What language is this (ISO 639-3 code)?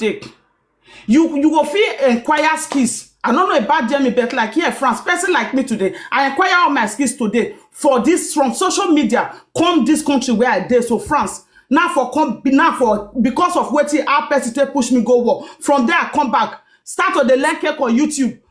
pcm